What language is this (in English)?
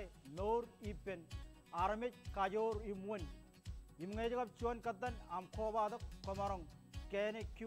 Marshallese